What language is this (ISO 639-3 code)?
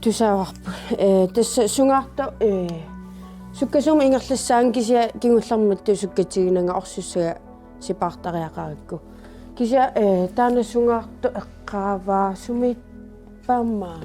kal